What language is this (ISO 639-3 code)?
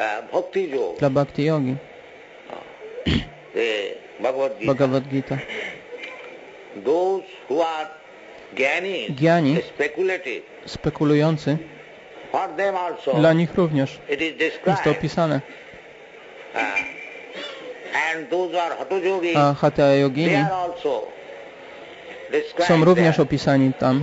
pol